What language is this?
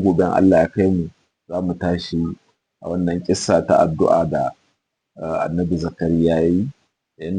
Hausa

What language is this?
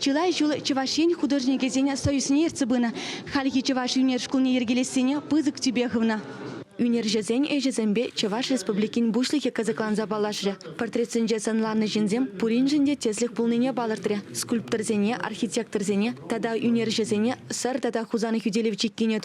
Chuvash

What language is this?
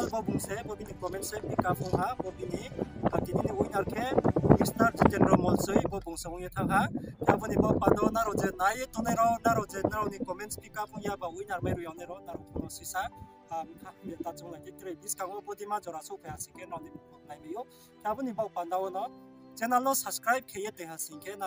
Riang (India)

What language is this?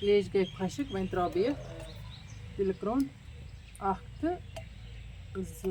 Kashmiri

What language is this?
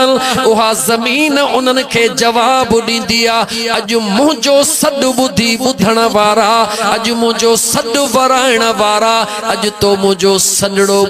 Sindhi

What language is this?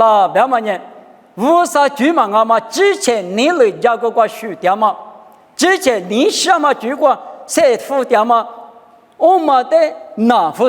Lisu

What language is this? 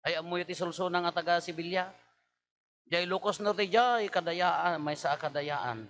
Iloko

